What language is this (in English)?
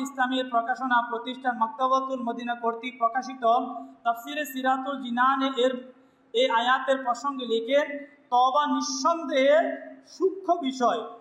Bangla